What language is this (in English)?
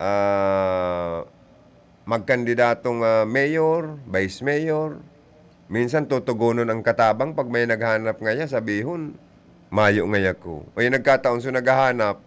Bikol